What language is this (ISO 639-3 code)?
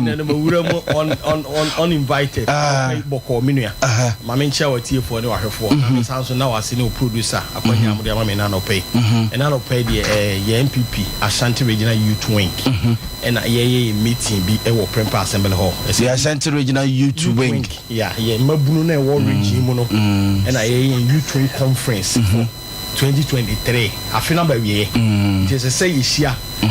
aka